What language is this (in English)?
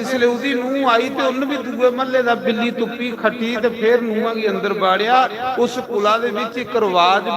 Dogri